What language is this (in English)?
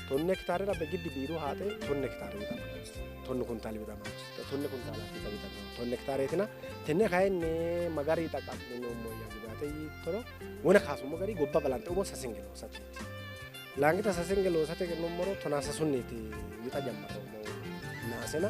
Sidamo